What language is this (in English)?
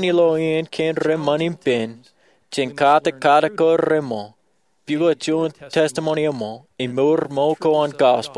Marshallese